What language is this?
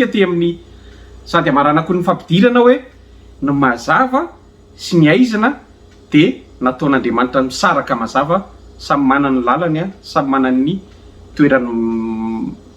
Malagasy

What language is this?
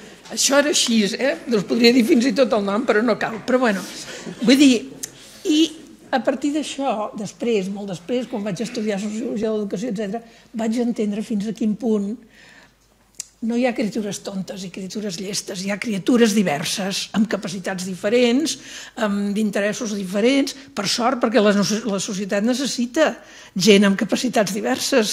Catalan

